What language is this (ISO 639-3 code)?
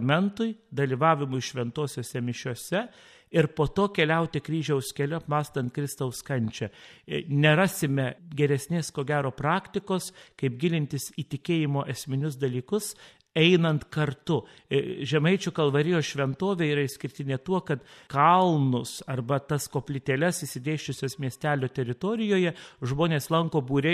lit